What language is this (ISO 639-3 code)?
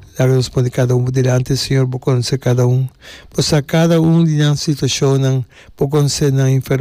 pap